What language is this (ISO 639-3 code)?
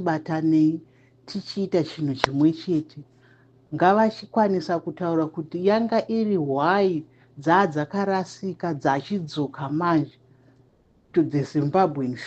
sna